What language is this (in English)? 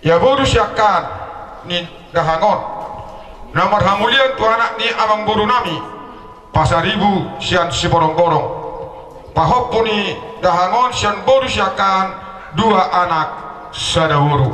Batak Toba